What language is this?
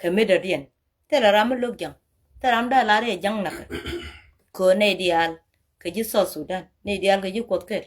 Nuer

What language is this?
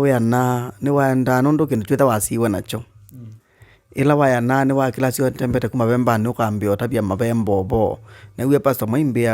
Kamba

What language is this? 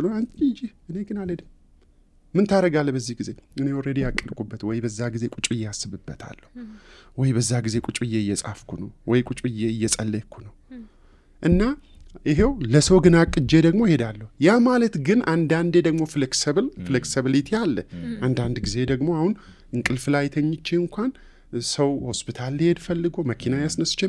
Amharic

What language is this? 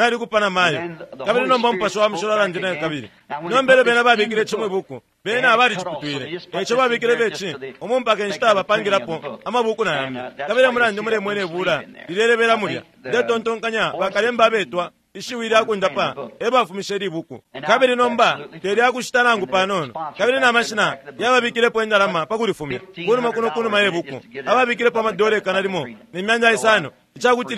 Bemba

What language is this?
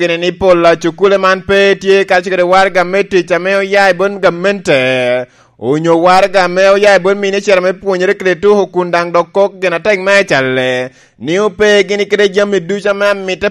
Lango (Uganda)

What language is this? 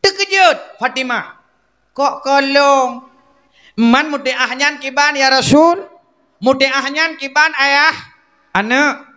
Achinese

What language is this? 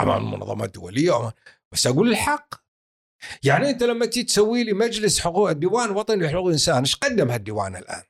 Gulf Arabic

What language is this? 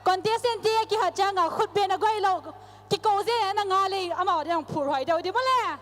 Paite Chin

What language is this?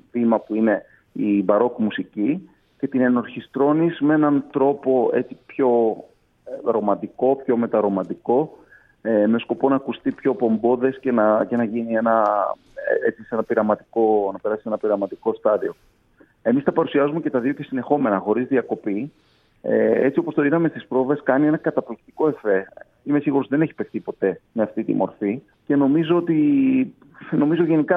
Greek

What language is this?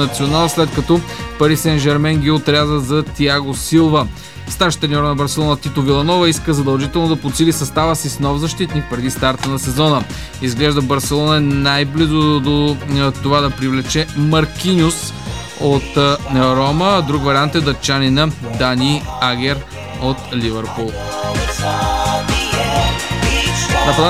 Bulgarian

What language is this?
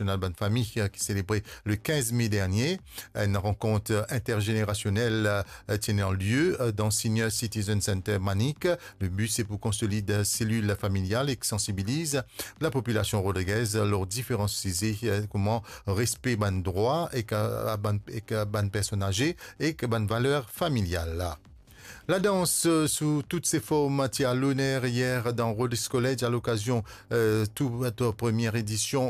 Morisyen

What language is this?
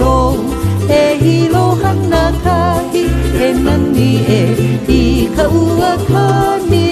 Hawaiian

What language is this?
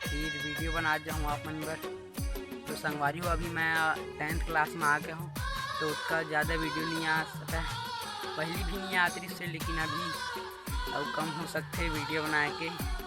Chhattisgarhi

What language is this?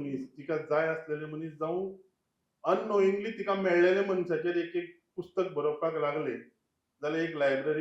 Konkani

